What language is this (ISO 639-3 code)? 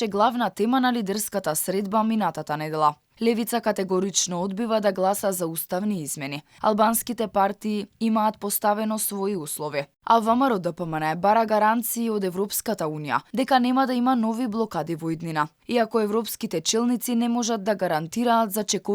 mkd